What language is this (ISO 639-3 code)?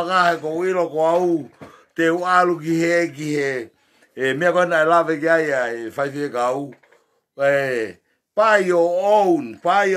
ton